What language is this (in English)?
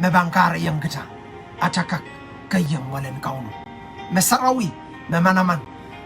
Pohnpeian